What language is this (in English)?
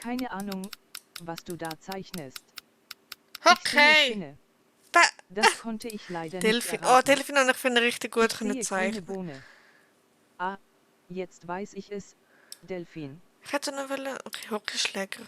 Swiss German